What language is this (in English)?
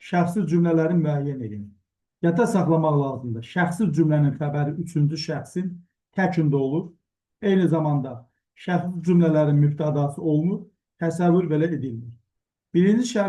Azerbaijani